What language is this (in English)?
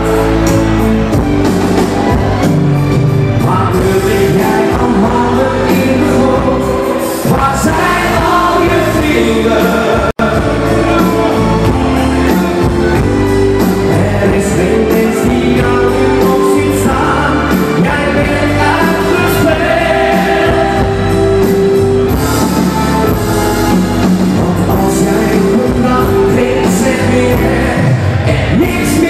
Dutch